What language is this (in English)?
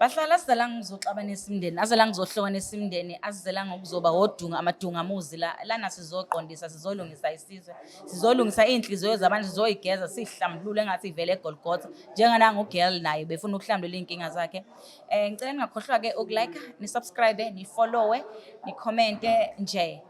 Zulu